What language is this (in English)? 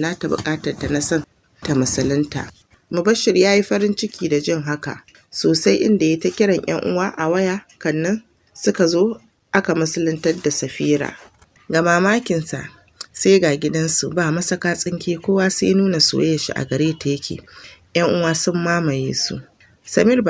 Hausa